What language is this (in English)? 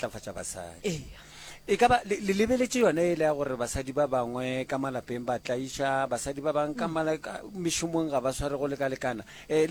Northern Sotho